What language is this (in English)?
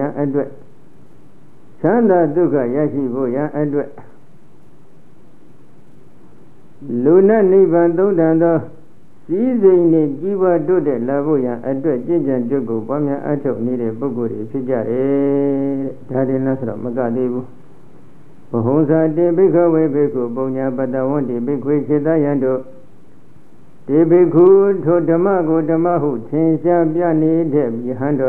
Burmese